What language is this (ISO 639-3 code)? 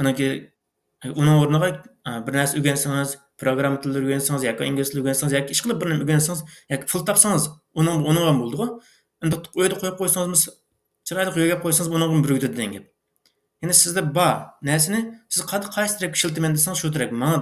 uig